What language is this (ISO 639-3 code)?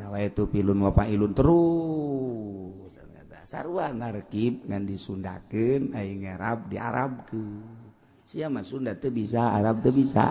sun